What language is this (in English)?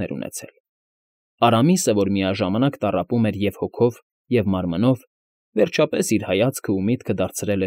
Armenian